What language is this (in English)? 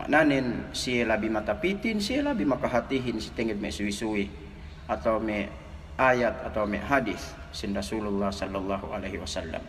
Yakan